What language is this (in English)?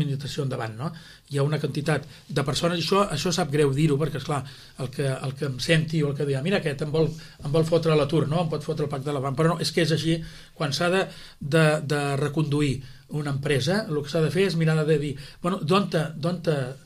Catalan